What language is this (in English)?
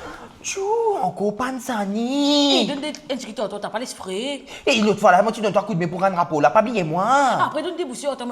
Morisyen